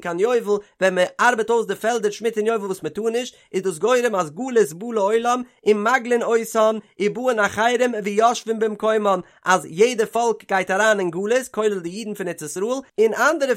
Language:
Yiddish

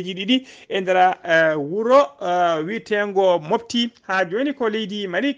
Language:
Fula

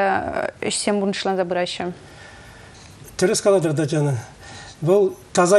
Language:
Chuvash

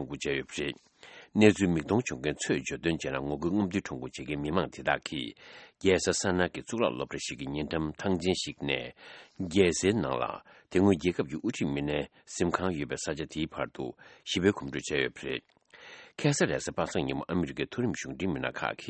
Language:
Tibetan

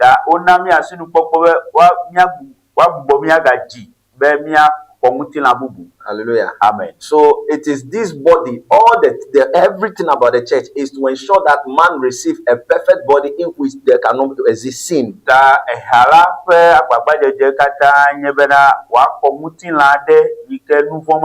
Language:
Ewe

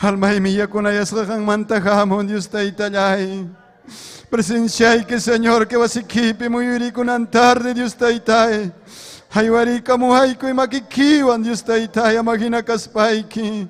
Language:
Ayacucho Quechua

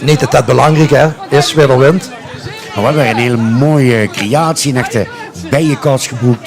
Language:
Limburgish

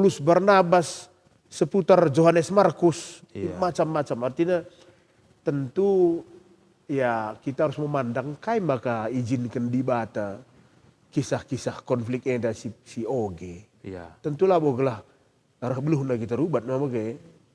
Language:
Batak Karo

